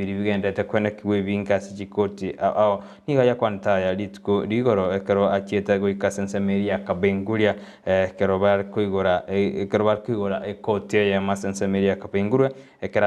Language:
Gusii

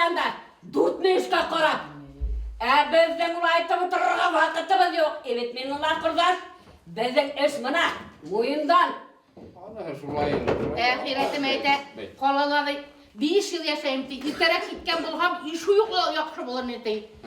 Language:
Bashkir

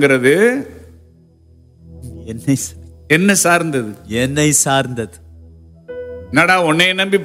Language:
Tamil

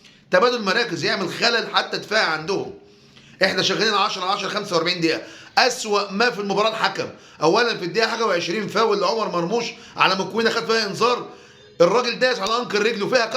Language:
Egyptian Arabic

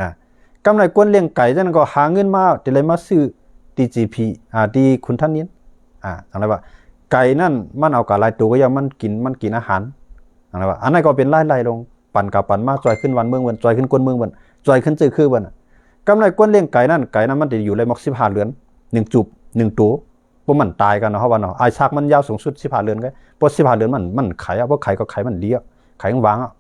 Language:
Shan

